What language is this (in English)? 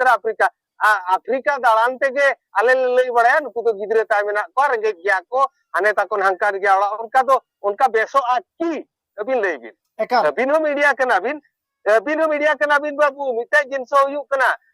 Santali